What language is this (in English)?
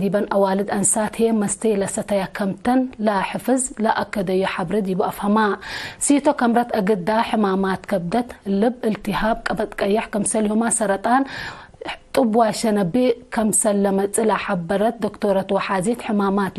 Tigre